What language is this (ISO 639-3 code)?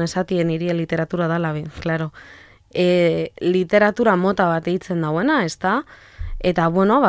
eus